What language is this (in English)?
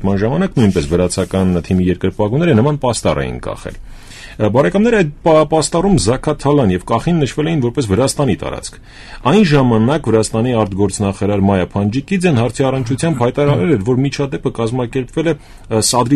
Armenian